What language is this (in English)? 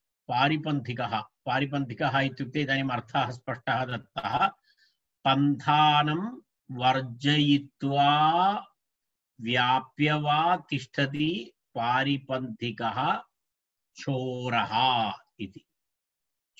Sanskrit